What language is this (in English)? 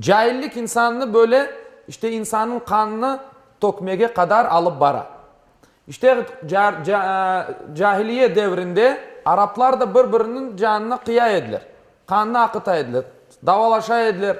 Crimean Tatar